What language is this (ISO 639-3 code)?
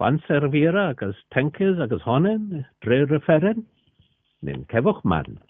cor